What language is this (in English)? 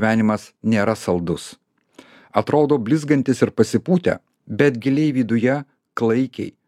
Lithuanian